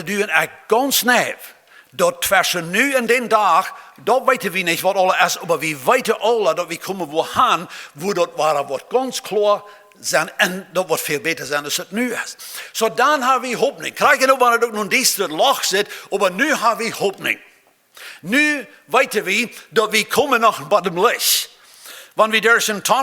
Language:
Plautdietsch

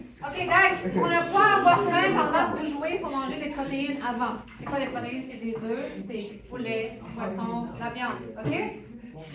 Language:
French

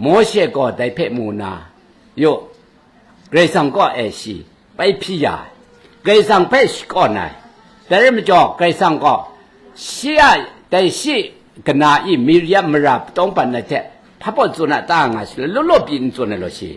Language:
Kachin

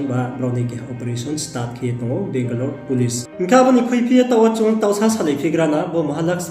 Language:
Riang (India)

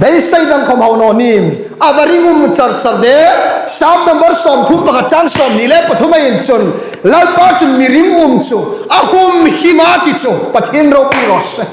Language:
Hmar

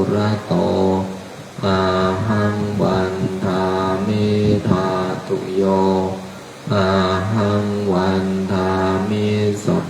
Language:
Pali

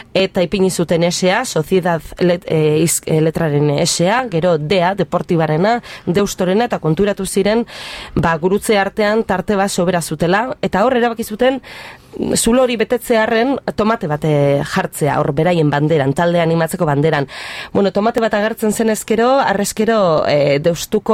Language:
Basque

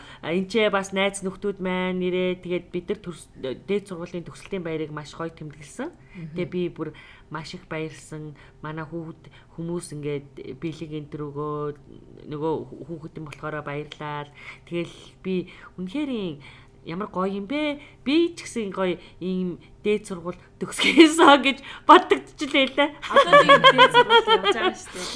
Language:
Mongolian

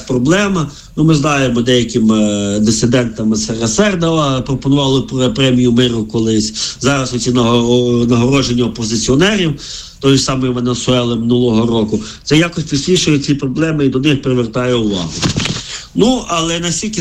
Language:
Ukrainian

